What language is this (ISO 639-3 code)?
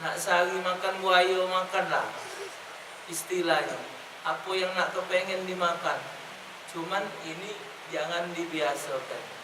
mui